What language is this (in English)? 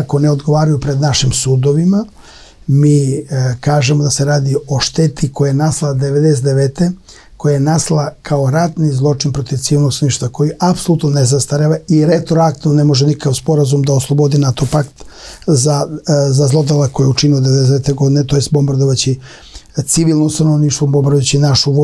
Serbian